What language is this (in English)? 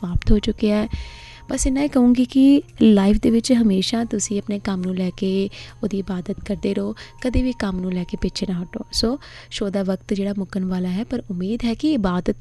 Punjabi